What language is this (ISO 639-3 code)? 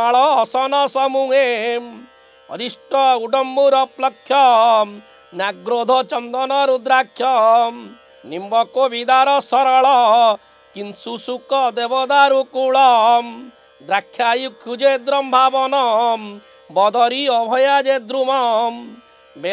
ori